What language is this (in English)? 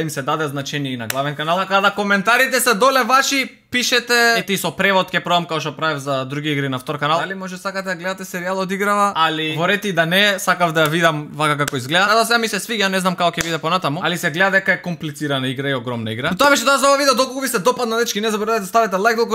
Macedonian